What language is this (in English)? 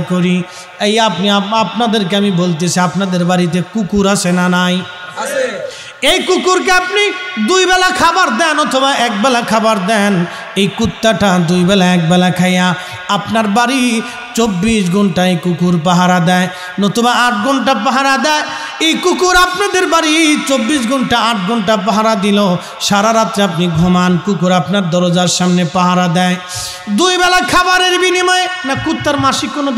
Bangla